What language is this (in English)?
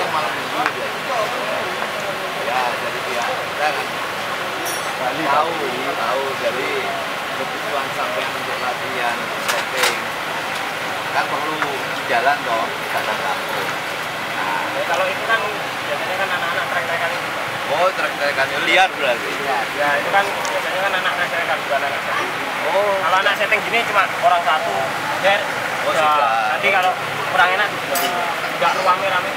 Indonesian